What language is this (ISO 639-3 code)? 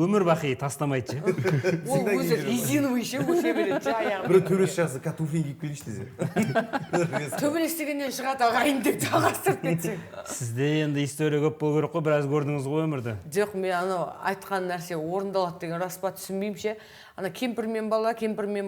kaz